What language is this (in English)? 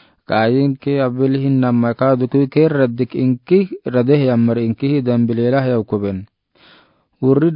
Afar